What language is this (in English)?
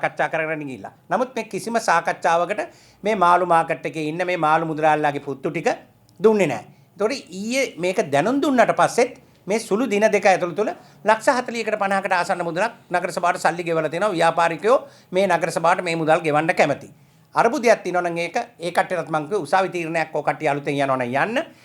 Sinhala